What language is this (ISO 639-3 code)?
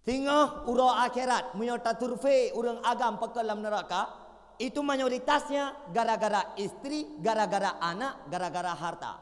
ace